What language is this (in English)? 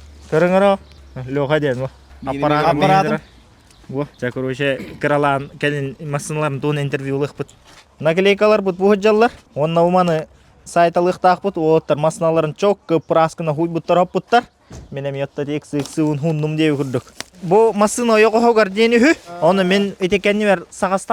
Yakut